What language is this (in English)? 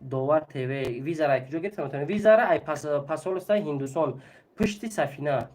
Tajik